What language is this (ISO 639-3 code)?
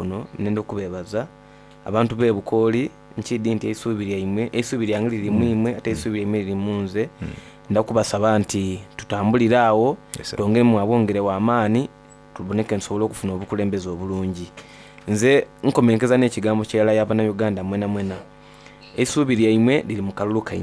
xog